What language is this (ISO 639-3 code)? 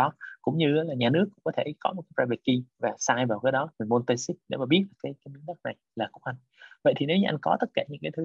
vie